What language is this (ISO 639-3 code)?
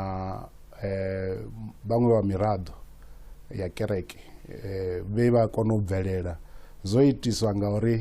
ven